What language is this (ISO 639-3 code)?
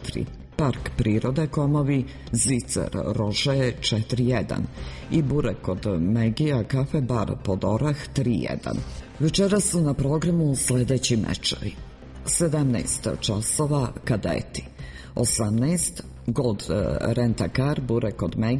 srp